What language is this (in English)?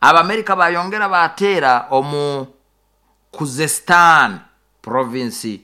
Nyoro